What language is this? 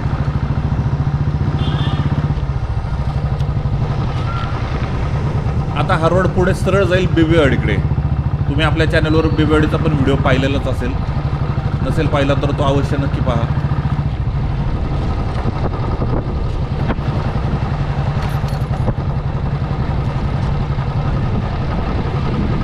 Marathi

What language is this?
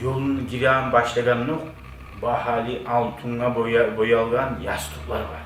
Kumyk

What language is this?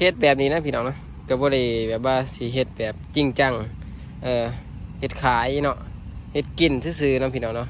Lao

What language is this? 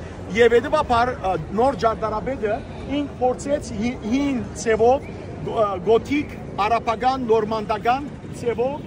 Western Armenian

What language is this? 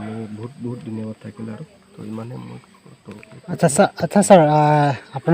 Karbi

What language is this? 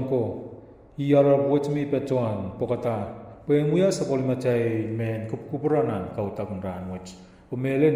Pohnpeian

